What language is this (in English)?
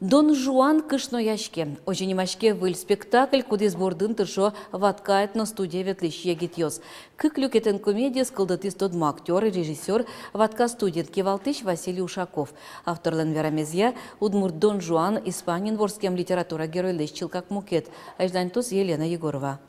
Udmurt